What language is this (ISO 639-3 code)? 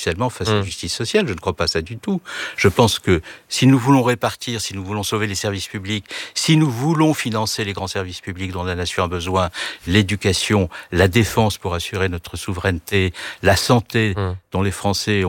fra